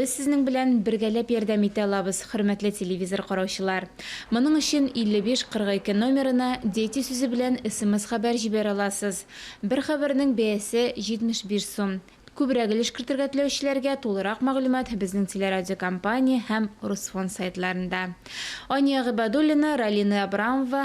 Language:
Tatar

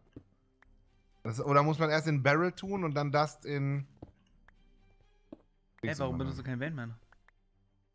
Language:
German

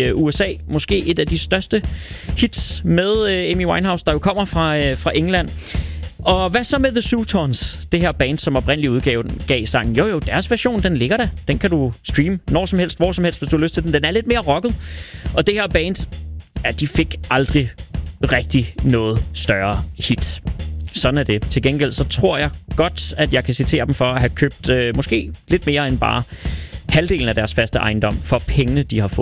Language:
Danish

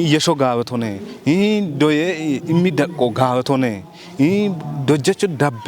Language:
Kafa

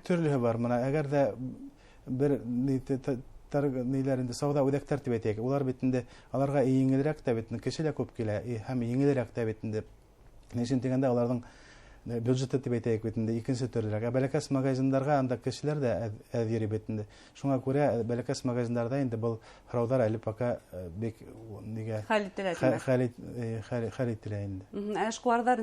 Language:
Bashkir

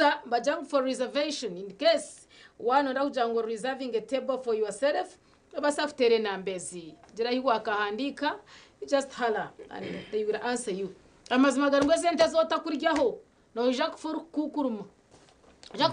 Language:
Nyankole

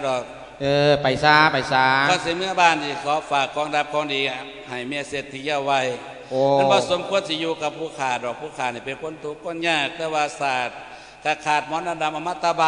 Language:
Lao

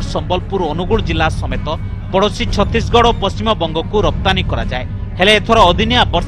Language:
Odia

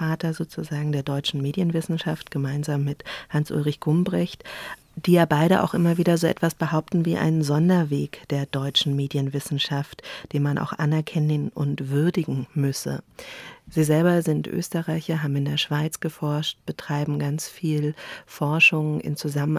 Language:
German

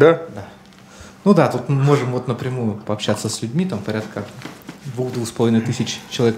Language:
Russian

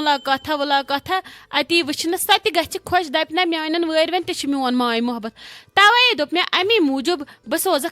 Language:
Kashmiri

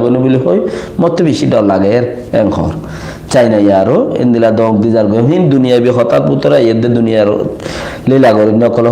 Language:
Rohingya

